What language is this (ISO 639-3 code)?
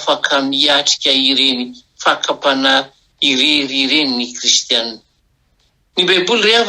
mlg